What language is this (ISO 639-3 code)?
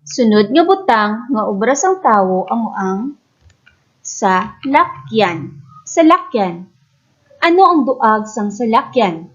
hil